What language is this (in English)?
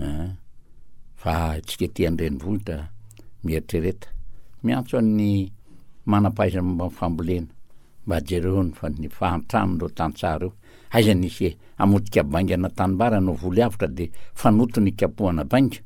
Malagasy